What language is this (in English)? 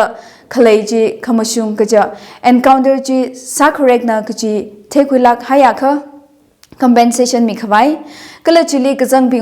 Tangkhul Naga (India)